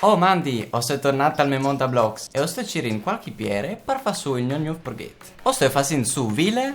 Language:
Friulian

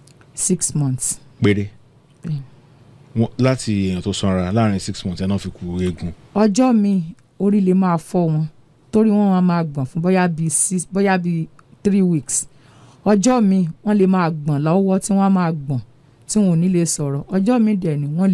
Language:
Yoruba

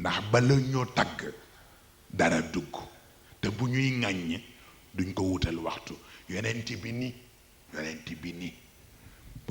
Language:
Wolof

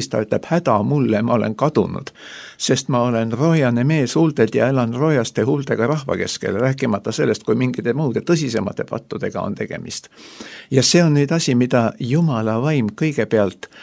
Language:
Estonian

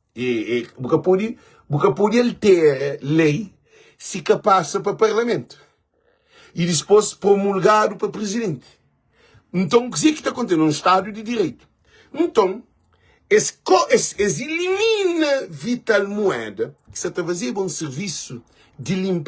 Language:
Kabuverdianu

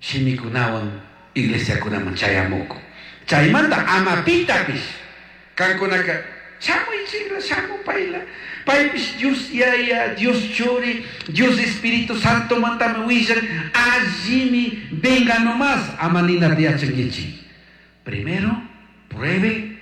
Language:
Chimborazo Highland Quichua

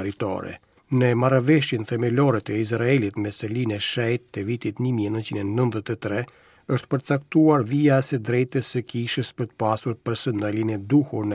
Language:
Albanian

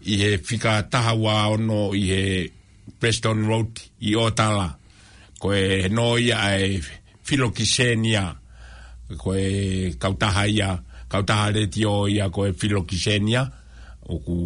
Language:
Tongan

